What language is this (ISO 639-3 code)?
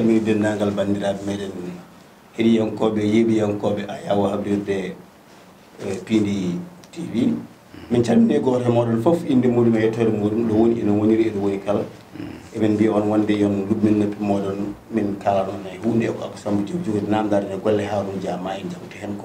ful